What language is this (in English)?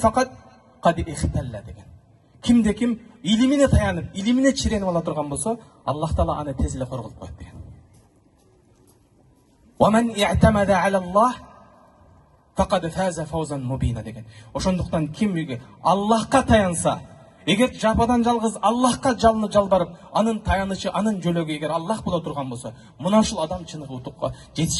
Kyrgyz